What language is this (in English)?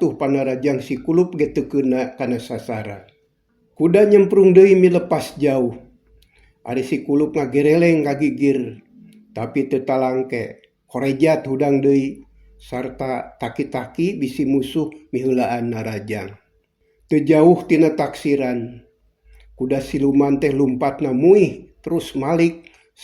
Sundanese